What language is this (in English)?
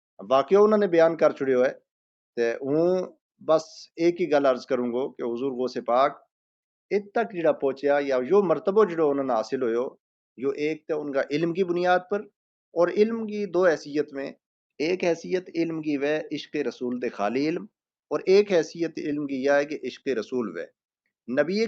Gujari